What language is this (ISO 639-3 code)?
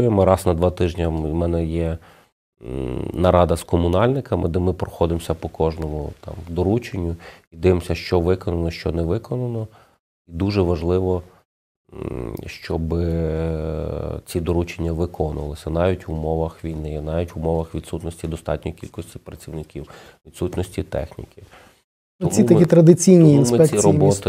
ukr